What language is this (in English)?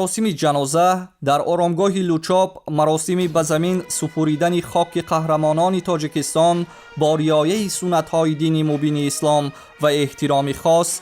Tajik